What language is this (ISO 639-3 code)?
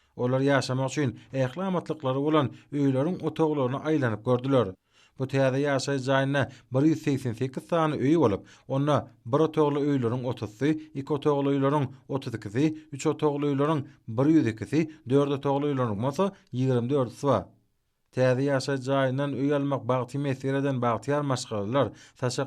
tuk